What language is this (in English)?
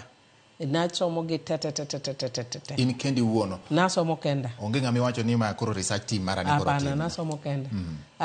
Luo (Kenya and Tanzania)